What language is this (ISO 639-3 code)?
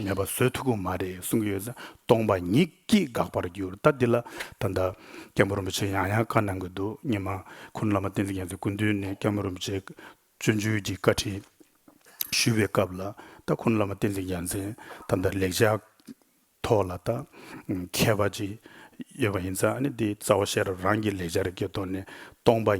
bod